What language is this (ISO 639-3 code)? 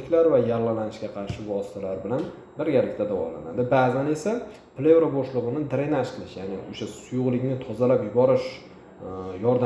uzb